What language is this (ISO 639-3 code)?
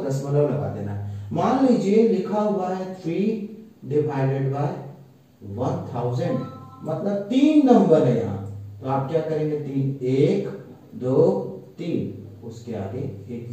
hin